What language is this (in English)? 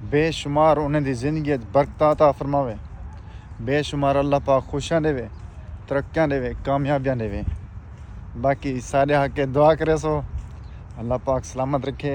Saraiki